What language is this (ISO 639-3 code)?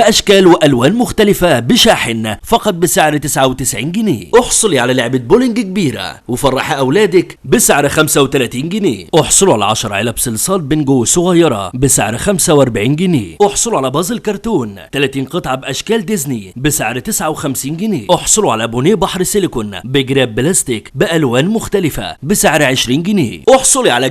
arz